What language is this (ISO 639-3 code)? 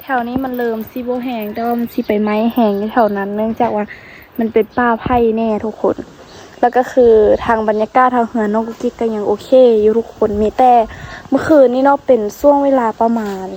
lao